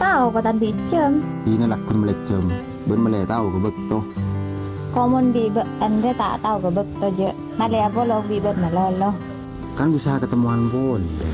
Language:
Madurese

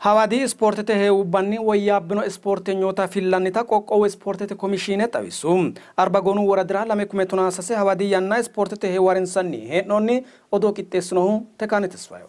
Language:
Sidamo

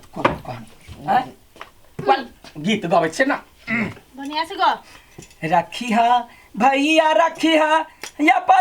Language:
Maithili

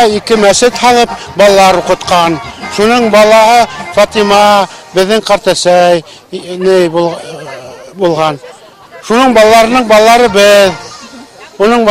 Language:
Bashkir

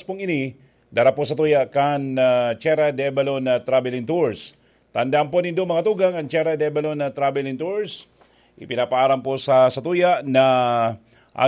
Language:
Bikol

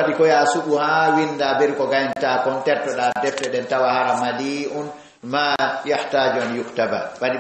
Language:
Fula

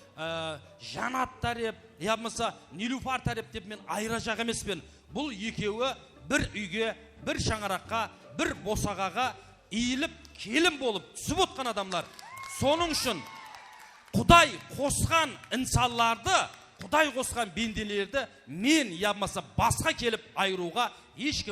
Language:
Kara-Kalpak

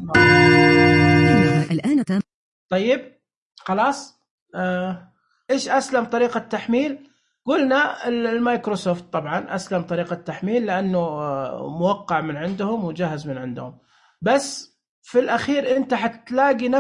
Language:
Najdi Arabic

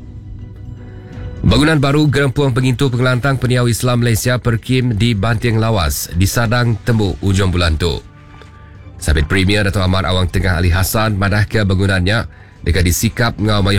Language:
Iban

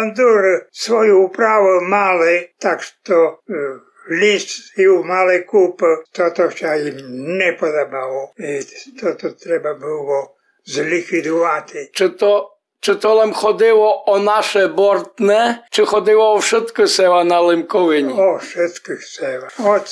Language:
Rusyn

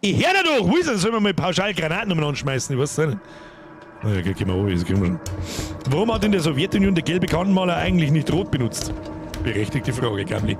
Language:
Bavarian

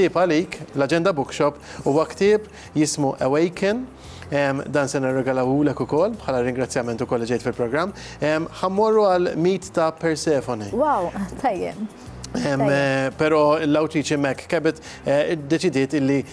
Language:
Maltese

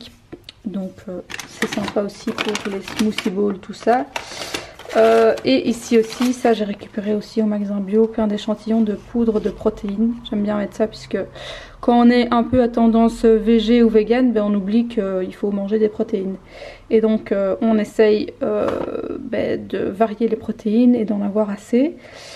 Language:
French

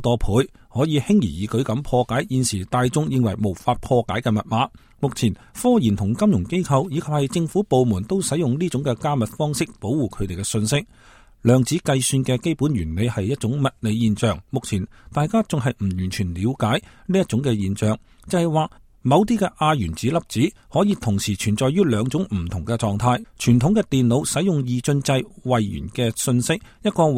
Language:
Cantonese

